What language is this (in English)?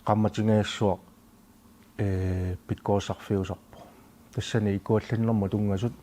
Kalaallisut